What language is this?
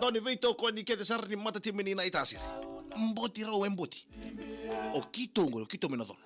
Fijian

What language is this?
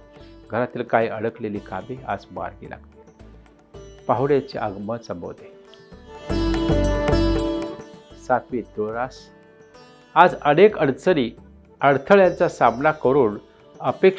Marathi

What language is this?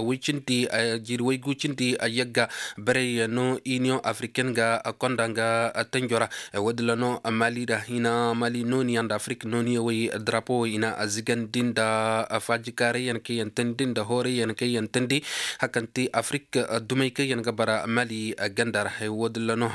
Koyraboro Senni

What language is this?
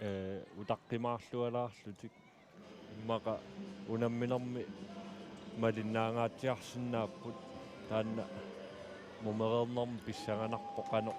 Kalaallisut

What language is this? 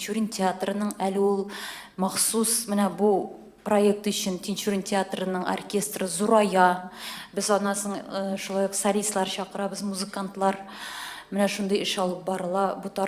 Tatar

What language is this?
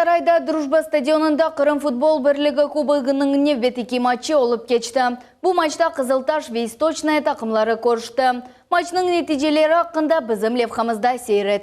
Crimean Tatar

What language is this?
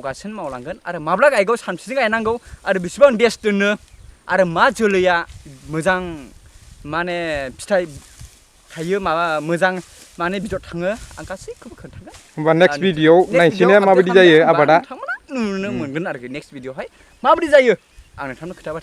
Bodo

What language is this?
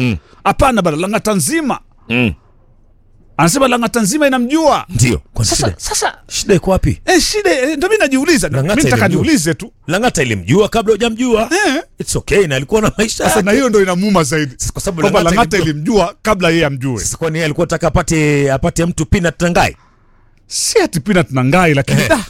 Swahili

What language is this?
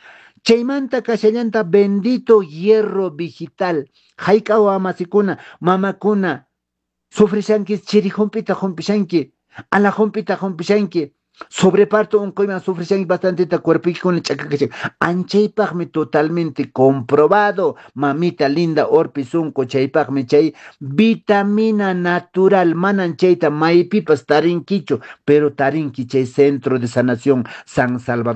Quechua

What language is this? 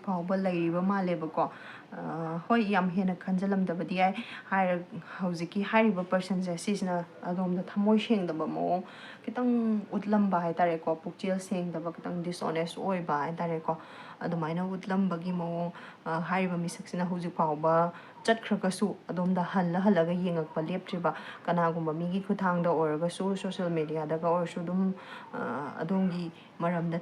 Manipuri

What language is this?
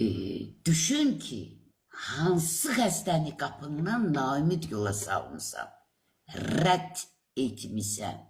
Azerbaijani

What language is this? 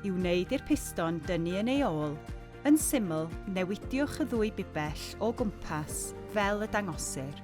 Welsh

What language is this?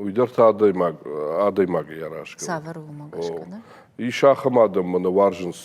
Ossetic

